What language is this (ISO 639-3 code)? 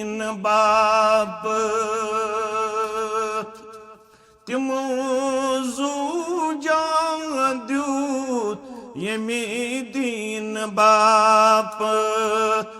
kas